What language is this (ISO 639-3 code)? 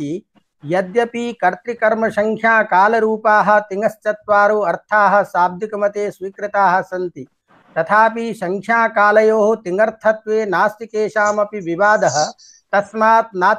san